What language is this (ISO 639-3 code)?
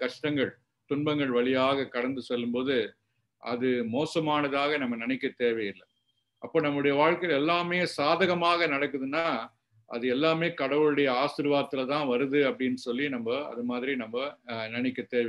tam